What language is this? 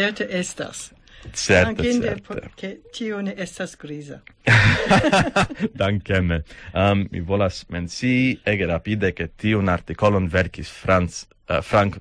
Esperanto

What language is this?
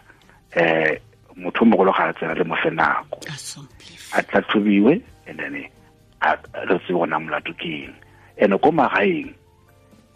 Northern Sotho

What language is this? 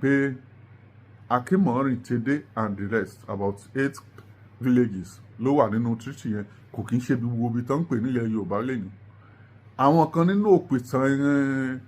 Yoruba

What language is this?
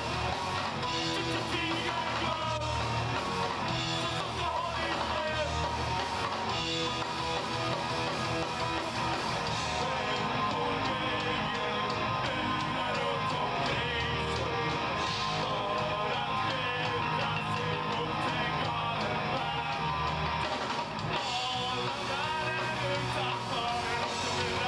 Swedish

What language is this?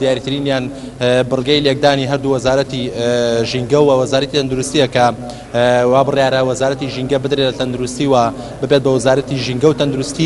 Central Kurdish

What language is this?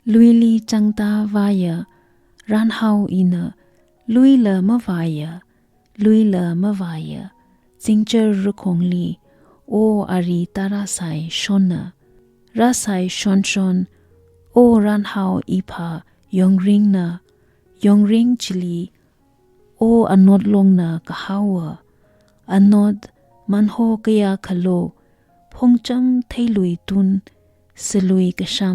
Tangkhul Naga (India)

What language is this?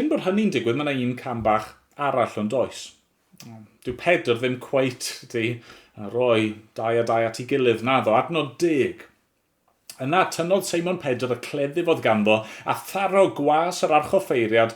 Welsh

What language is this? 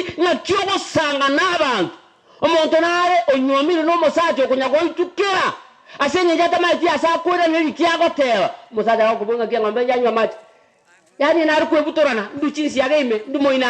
Gusii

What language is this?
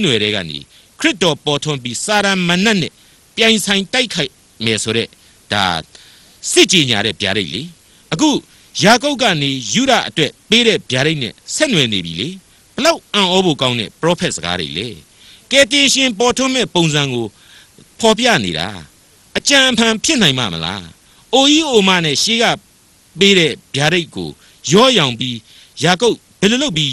Burmese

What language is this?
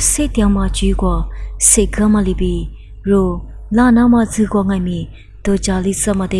Lisu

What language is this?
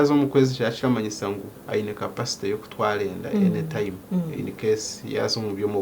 Nyankole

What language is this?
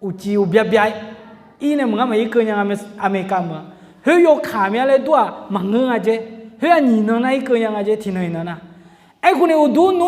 Akha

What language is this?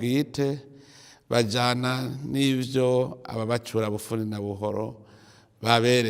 Rundi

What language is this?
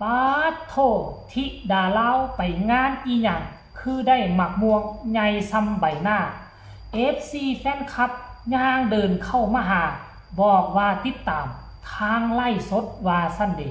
Northeastern Thai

